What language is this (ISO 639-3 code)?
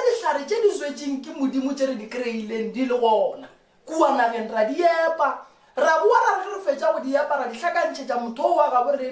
nso